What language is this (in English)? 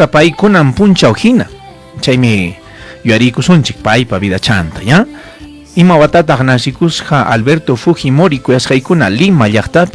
Ayacucho Quechua